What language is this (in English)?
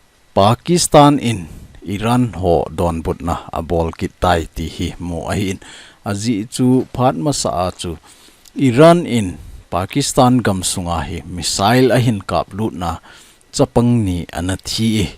Thado Chin